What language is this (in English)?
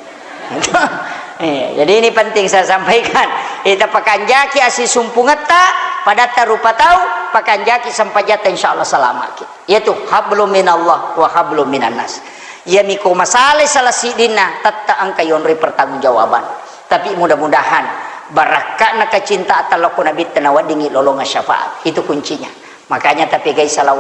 Buginese